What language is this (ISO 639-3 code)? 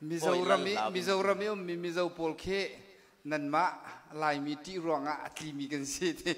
cfm